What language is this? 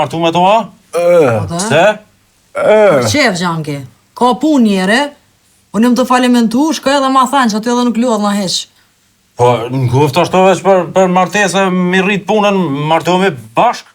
Albanian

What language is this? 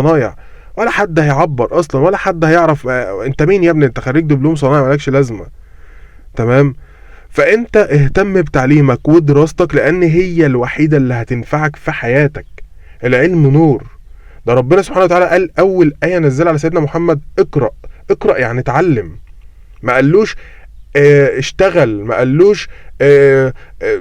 Egyptian Arabic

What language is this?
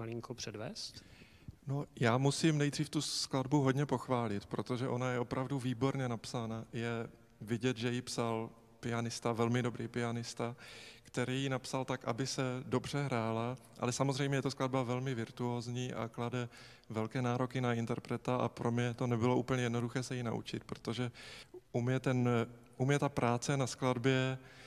Czech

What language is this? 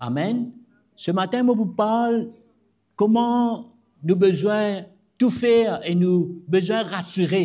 Morisyen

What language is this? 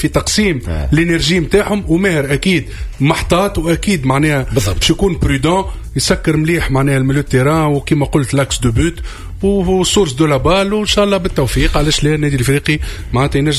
Tunisian Arabic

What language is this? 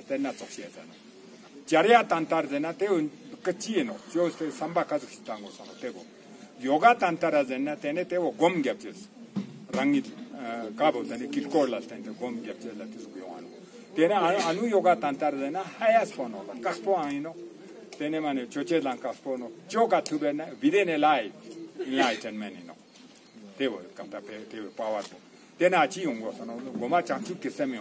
Ladakhi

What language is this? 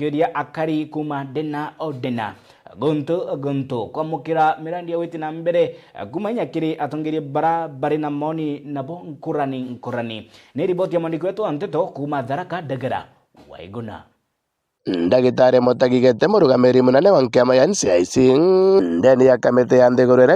Meru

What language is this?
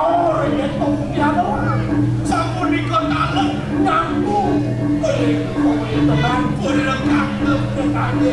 Balinese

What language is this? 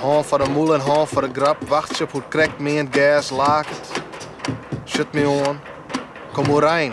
Western Frisian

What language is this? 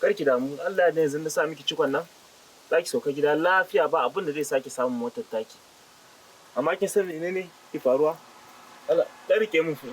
Hausa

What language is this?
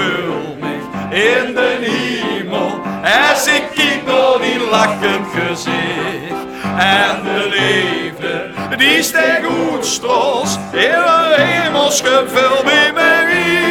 Limburgish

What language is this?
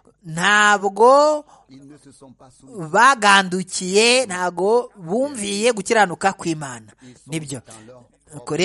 Kinyarwanda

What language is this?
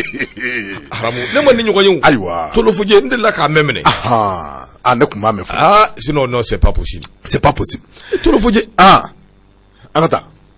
Bambara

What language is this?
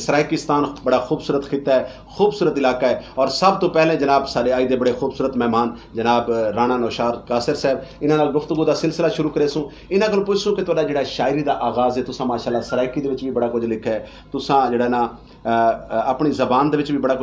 Saraiki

